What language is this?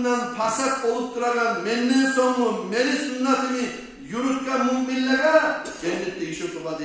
Kumyk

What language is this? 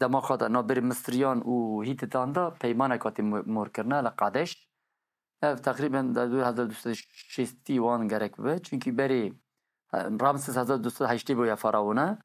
Kurdish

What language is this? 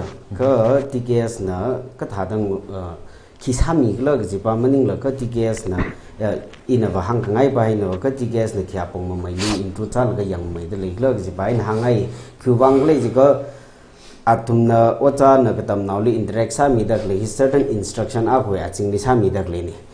Tangkhul Naga (India)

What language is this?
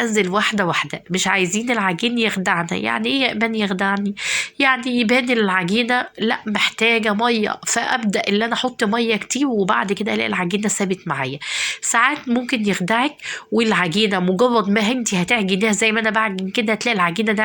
Egyptian Arabic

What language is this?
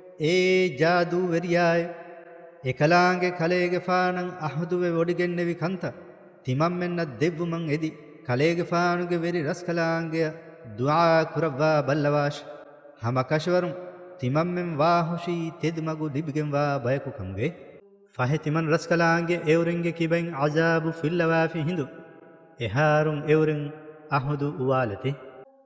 Divehi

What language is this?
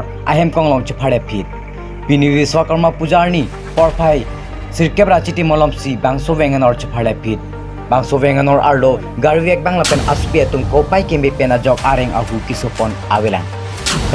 Karbi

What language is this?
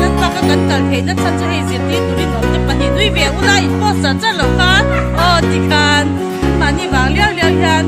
Mizo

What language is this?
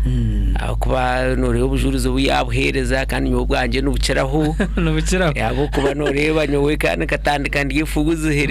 Nyankole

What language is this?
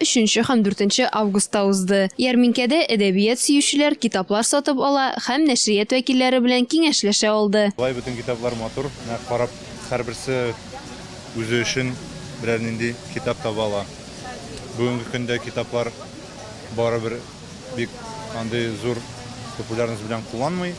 Tatar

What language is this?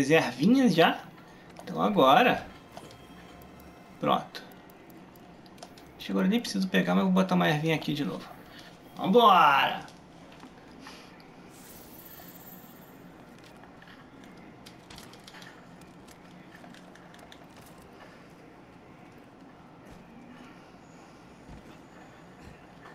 Portuguese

